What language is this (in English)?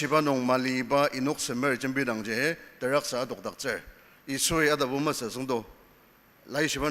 Ao Naga